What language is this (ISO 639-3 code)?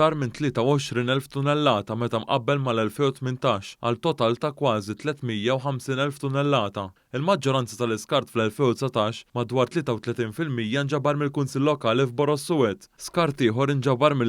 mlt